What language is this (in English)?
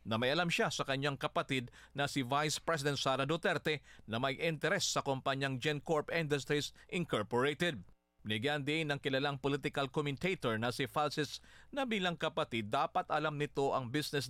Filipino